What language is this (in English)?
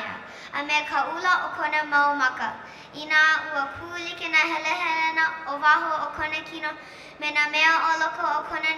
Hawaiian